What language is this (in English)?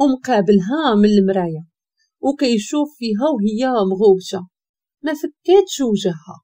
Moroccan Arabic